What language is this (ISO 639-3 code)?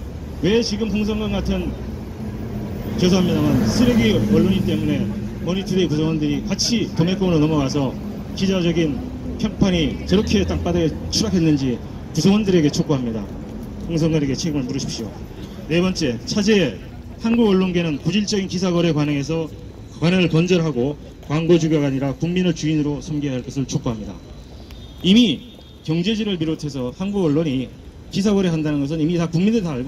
kor